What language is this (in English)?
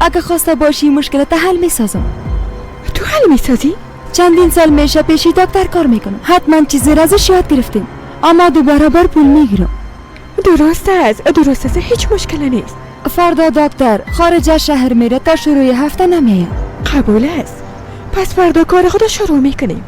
Persian